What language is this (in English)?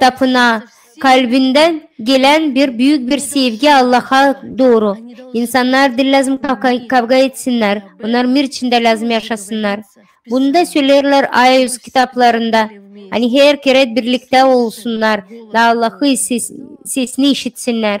Gagauz